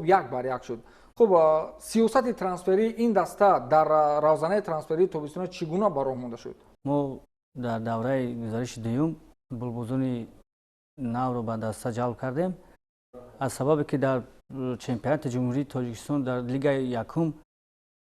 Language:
Tajik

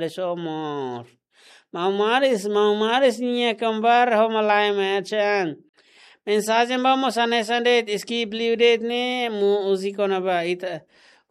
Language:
Tetum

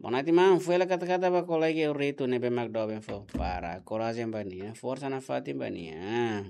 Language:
Tetum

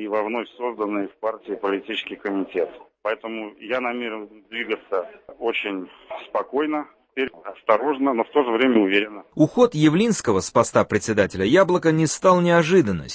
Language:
Russian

